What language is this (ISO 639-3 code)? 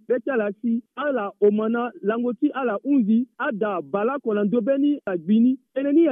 sag